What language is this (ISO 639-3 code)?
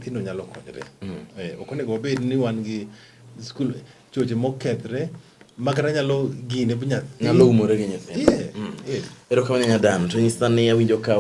luo